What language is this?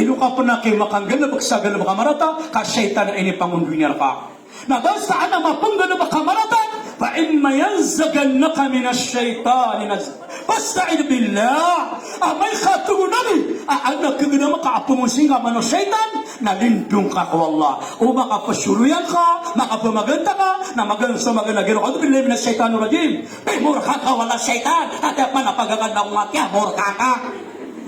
Maranao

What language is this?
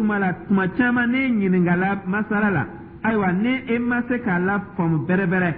Dyula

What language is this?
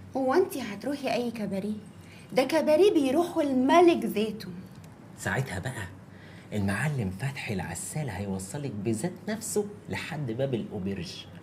Egyptian Arabic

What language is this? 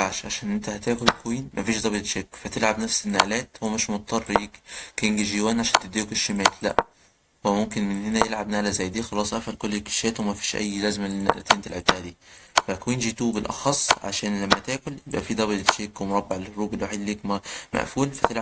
Egyptian Arabic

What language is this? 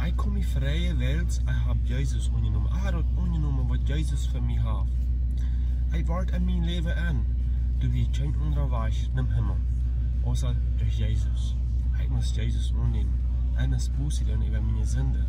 Plautdietsch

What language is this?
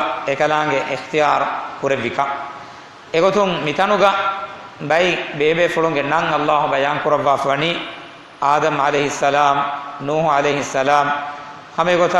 Divehi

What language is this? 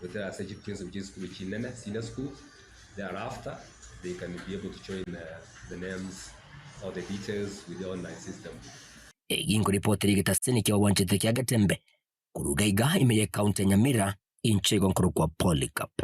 Gusii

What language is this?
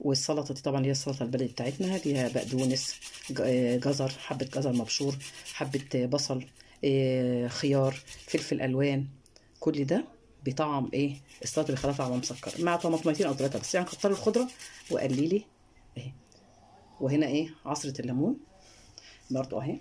Egyptian Arabic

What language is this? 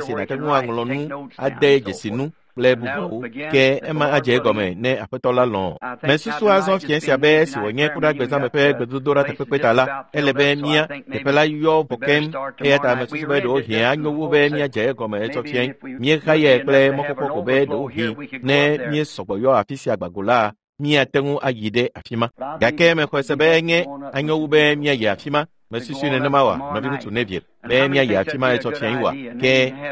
Ewe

